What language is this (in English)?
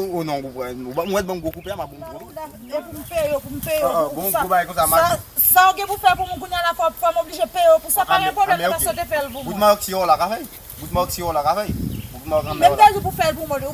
Haitian Creole